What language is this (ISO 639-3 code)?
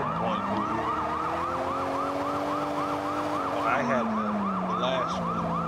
eng